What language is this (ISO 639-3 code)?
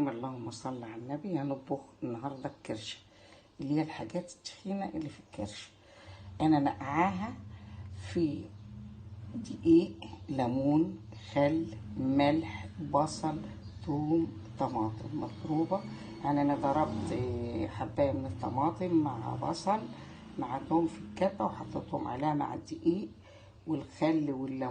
arz